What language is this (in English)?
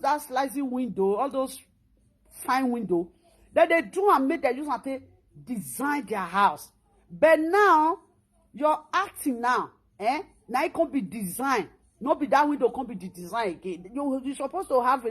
Nigerian Pidgin